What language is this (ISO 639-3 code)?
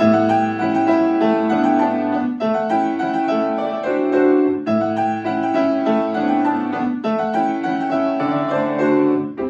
ces